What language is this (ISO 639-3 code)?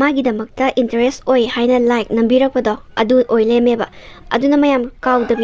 mni